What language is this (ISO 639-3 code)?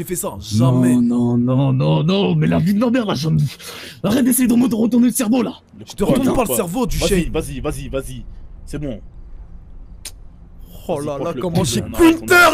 fra